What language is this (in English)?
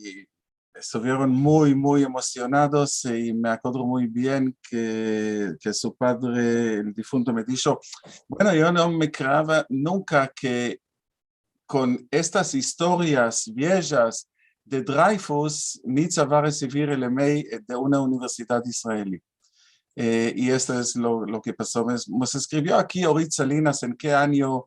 Ladino